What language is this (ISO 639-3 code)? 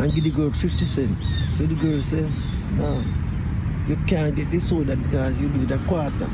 jam